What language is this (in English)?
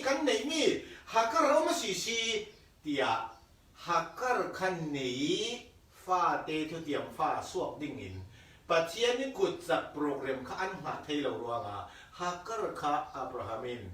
Falam Chin